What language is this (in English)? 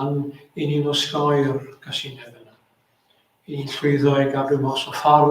Welsh